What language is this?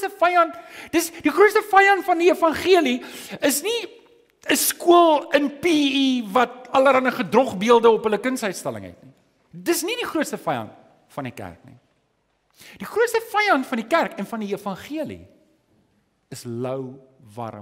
Afrikaans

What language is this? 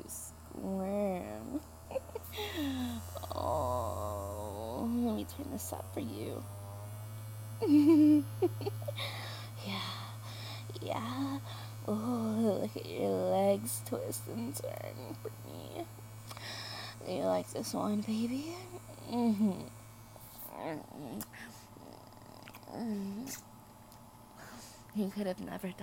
English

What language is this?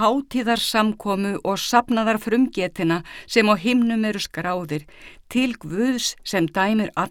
Icelandic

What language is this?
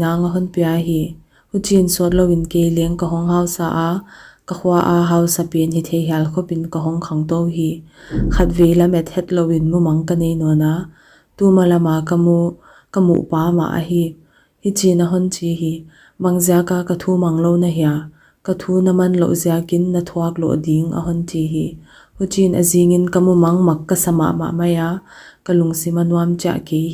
Paite Chin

